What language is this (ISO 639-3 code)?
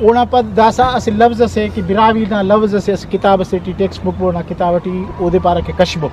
brh